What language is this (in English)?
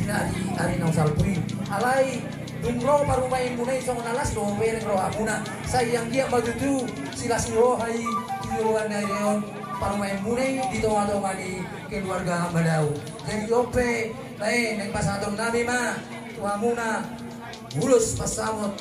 Batak Toba